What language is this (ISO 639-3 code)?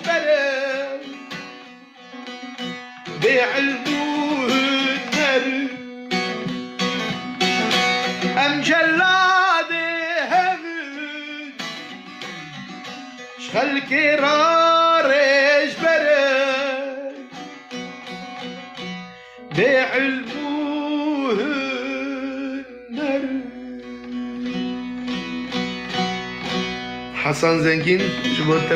kur